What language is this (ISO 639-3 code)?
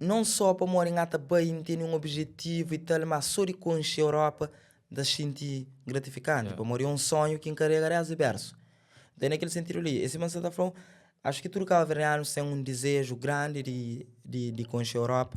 kea